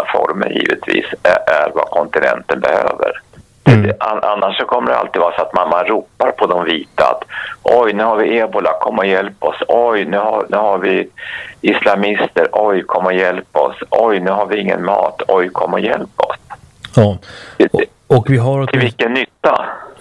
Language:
Swedish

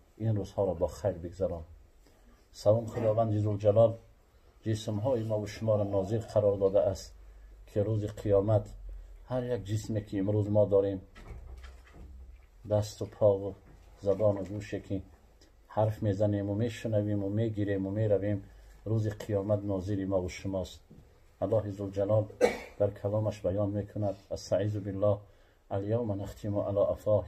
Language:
Persian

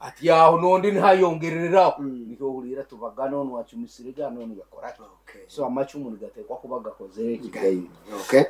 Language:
Nyankole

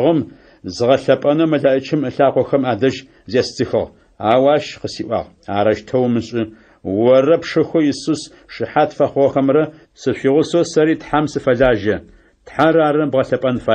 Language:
Adyghe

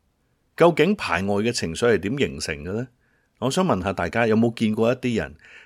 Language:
Cantonese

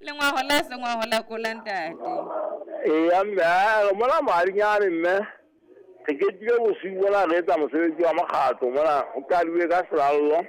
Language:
Southern Sotho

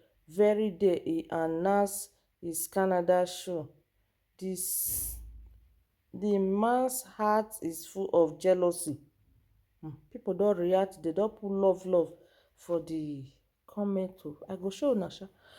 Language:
Nigerian Pidgin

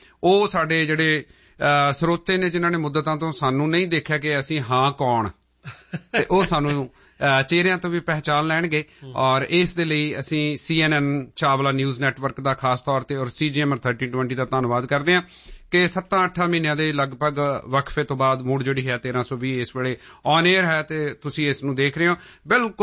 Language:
Punjabi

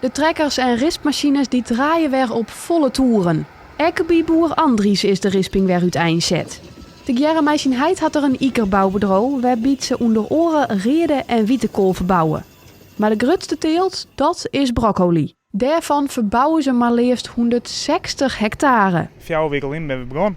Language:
Western Frisian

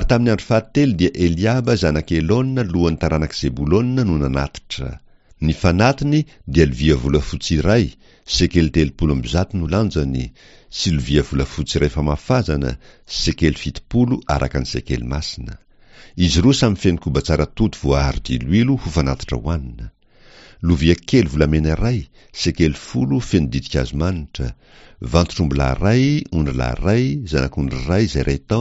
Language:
Malagasy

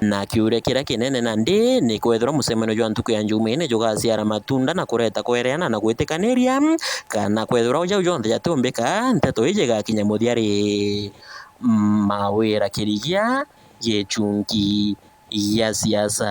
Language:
Meru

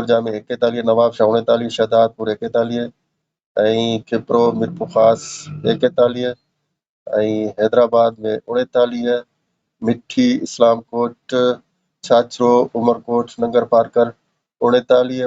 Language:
Sindhi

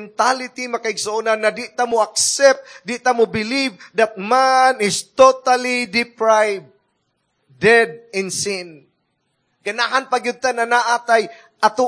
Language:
Cebuano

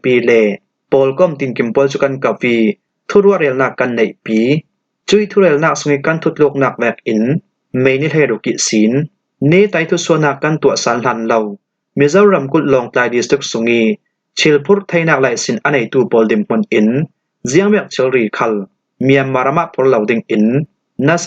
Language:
Falam Chin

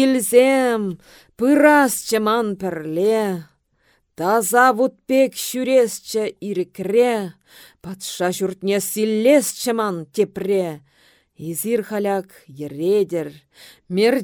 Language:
Chuvash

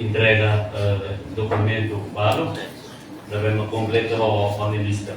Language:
Tetum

